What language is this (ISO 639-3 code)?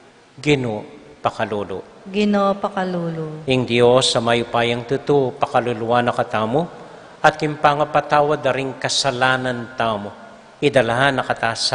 pam